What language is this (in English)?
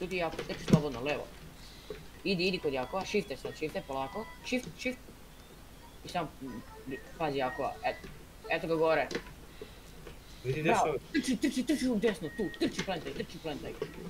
Croatian